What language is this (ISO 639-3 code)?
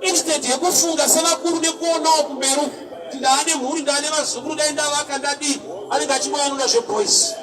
sna